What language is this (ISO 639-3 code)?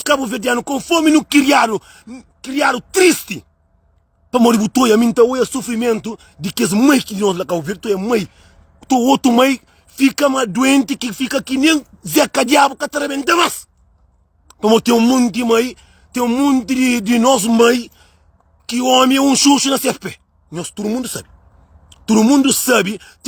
kea